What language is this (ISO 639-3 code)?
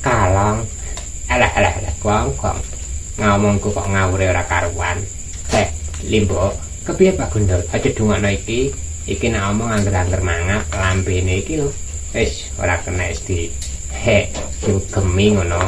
jav